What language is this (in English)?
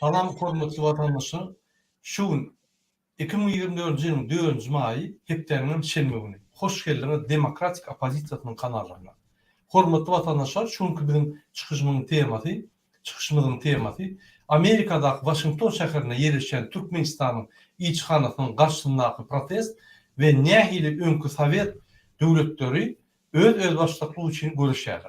Turkmen